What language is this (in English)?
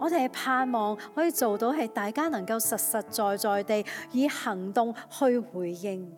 Cantonese